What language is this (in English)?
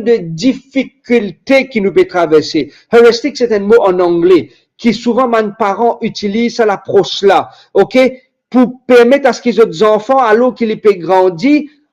Morisyen